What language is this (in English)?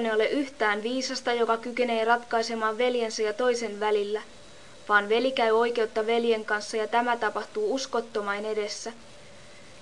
Finnish